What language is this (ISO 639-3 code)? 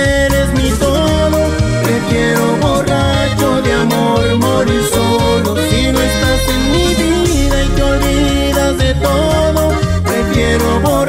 spa